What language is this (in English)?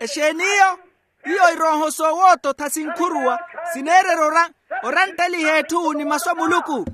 Makhuwa